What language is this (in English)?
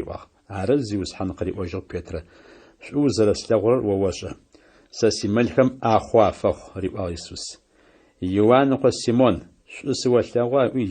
Adyghe